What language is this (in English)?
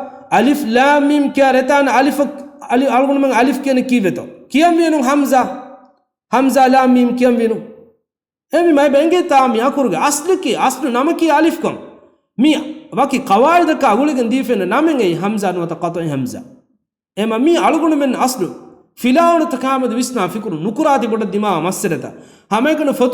Divehi